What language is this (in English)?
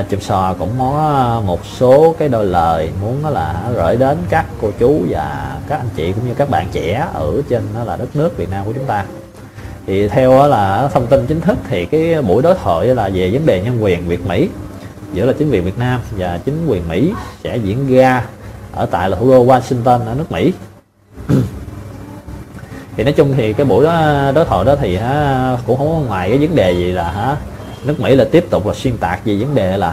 Vietnamese